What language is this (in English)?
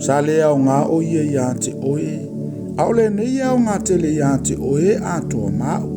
Samoan